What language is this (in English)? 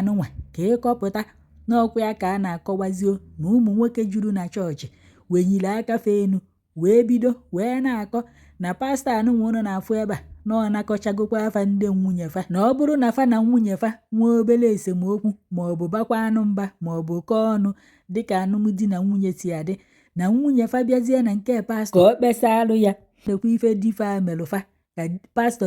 Igbo